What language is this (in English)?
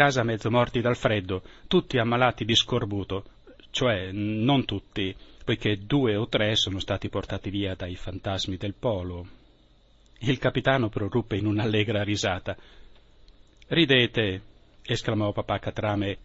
Italian